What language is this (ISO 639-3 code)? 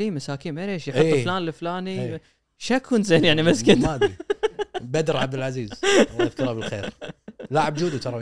afb